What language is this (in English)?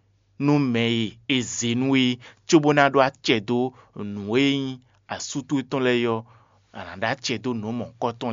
Fon